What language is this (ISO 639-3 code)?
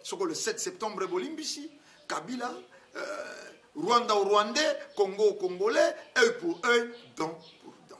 lin